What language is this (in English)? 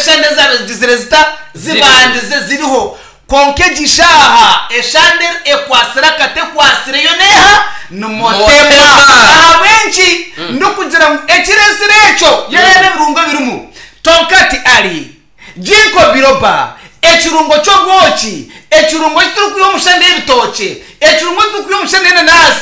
Nyankole